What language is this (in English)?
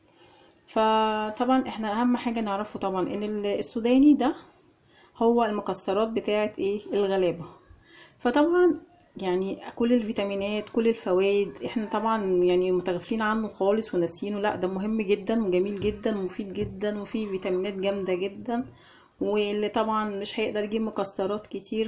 Egyptian Arabic